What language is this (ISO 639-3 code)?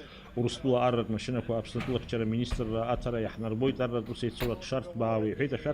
abk